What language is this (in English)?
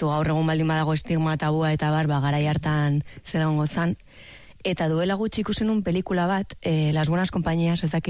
Basque